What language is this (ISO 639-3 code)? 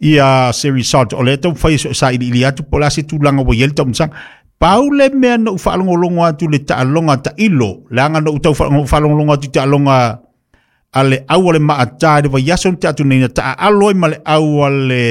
smo